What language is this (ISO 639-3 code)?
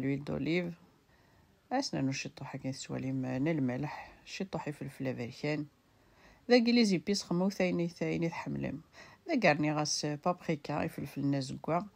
kab